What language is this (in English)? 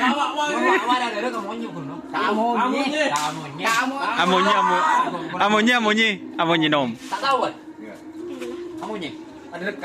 Madurese